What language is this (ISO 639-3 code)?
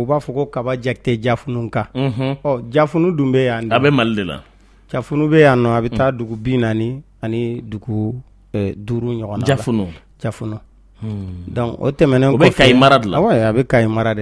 bam